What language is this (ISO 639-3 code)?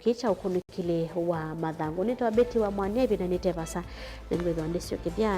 kam